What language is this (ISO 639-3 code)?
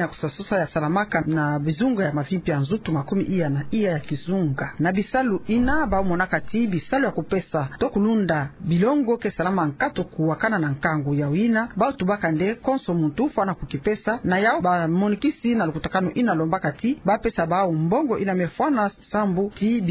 ktu